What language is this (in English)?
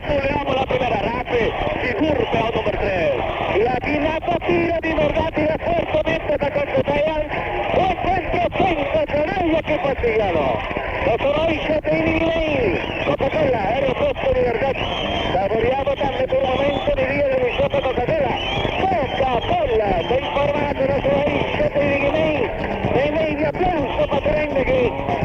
Papiamento